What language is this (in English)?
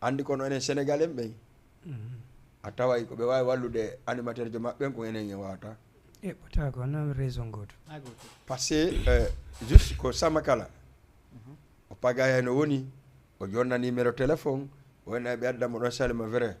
Fula